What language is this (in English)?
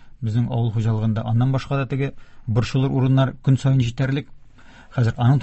Tatar